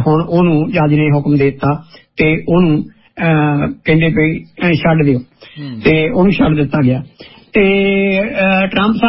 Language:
Punjabi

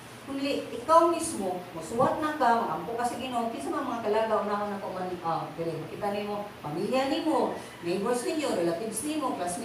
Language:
Cebuano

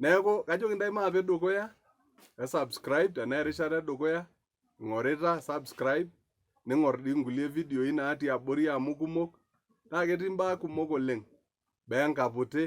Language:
Masai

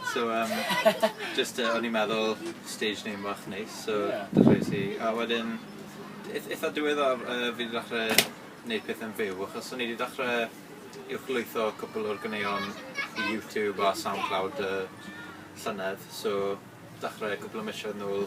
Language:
Welsh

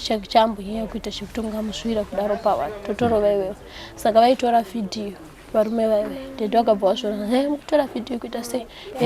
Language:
Shona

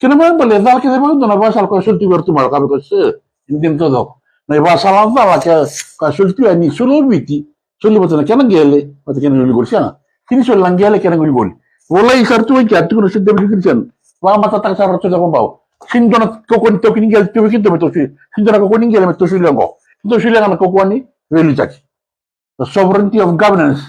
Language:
Fijian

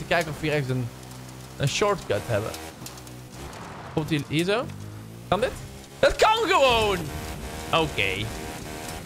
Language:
Dutch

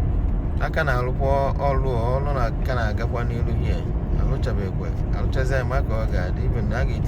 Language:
Igbo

